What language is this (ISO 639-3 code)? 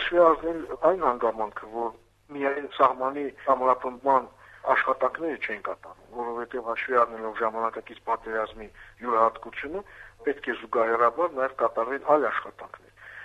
hye